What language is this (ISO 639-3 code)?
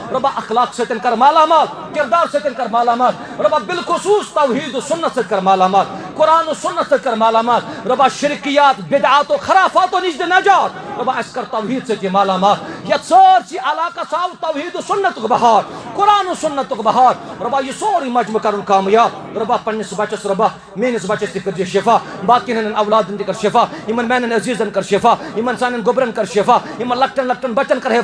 kas